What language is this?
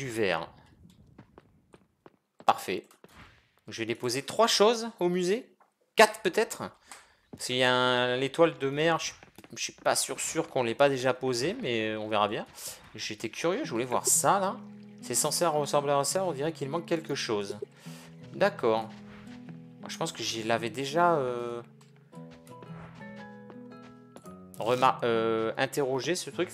French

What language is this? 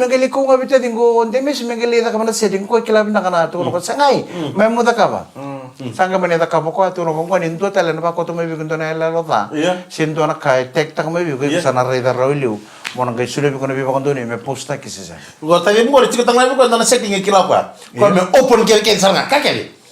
Fijian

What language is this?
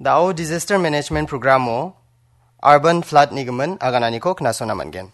Garo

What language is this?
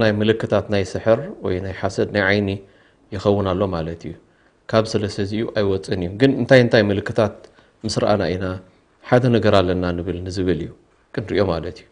Tigrinya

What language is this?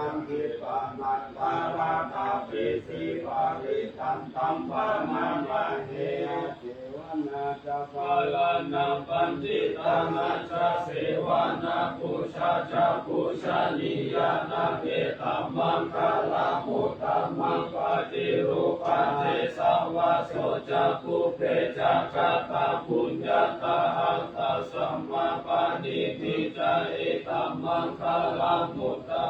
Pali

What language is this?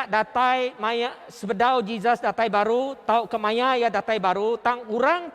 Iban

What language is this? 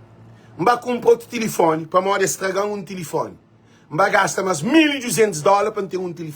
Kabuverdianu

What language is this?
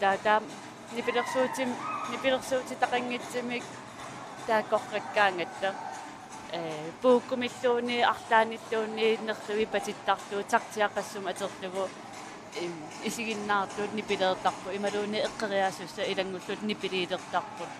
Kalaallisut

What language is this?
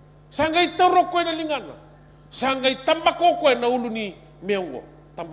Fijian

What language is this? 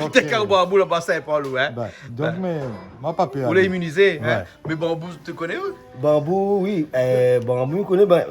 Réunion Creole French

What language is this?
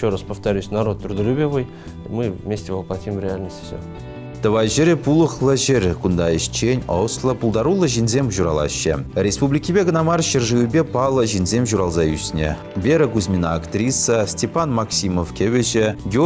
Chuvash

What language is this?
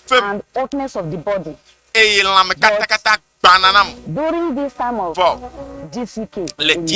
Ewe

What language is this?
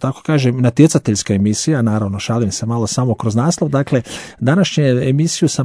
Croatian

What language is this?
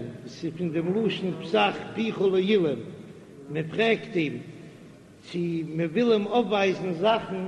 Yiddish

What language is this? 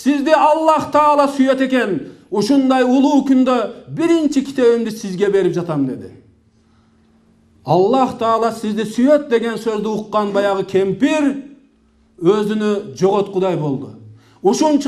Kyrgyz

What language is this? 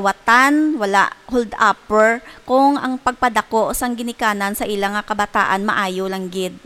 Hiligaynon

